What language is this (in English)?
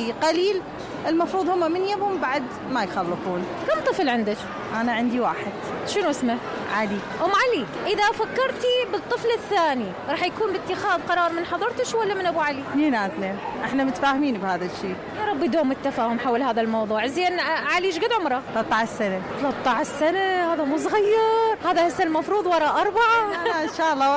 Mesopotamian Arabic